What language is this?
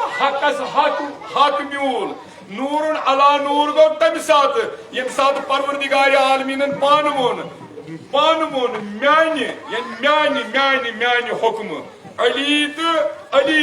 Kashmiri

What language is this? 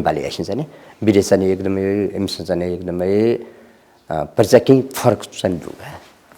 Newari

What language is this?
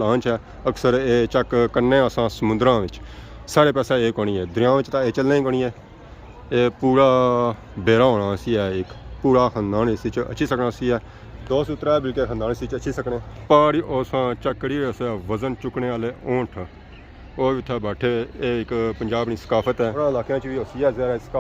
Pahari-Potwari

